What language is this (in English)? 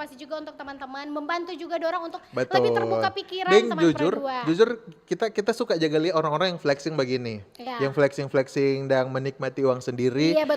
Manado Malay